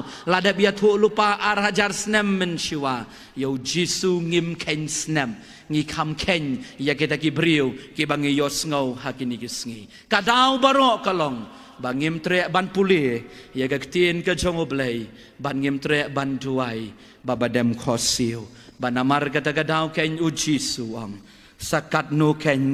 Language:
Khasi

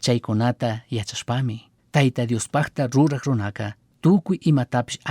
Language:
Chimborazo Highland Quichua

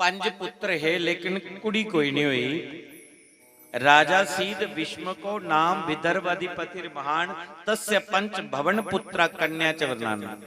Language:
Dogri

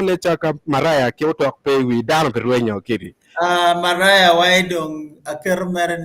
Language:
Acoli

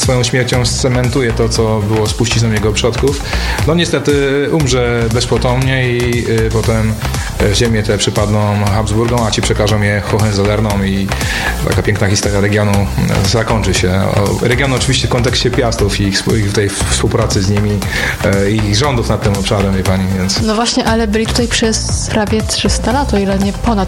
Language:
Polish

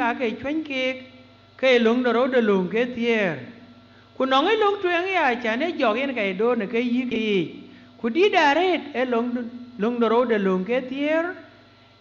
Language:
Dinka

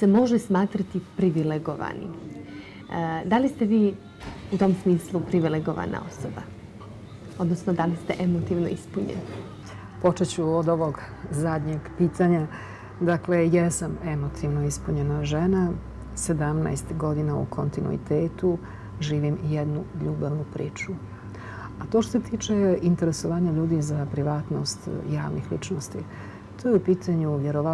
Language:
Bosnian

